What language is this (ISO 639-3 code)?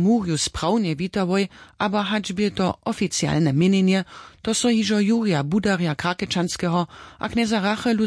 hsb